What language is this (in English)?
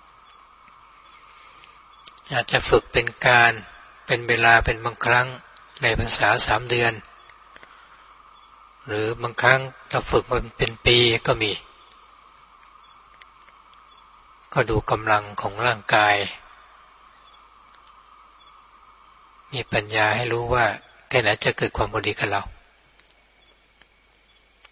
Thai